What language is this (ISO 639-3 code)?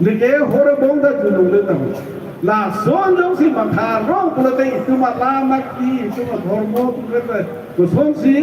mjw